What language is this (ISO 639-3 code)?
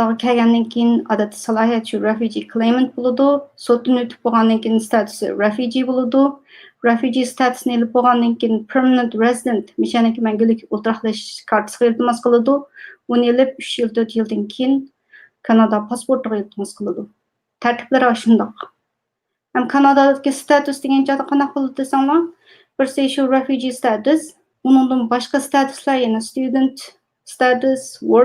uig